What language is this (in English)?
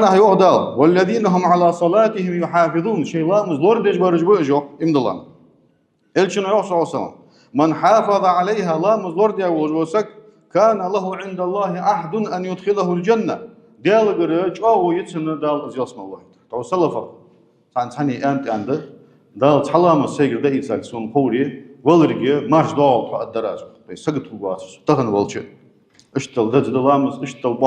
Ingush